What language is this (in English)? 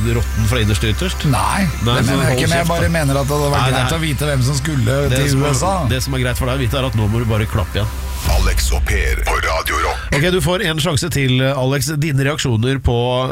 Norwegian